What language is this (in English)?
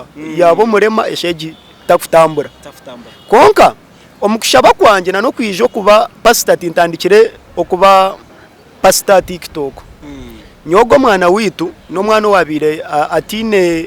Nyankole